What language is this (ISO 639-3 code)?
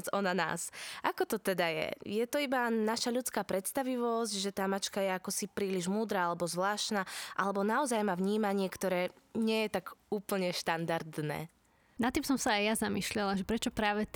slk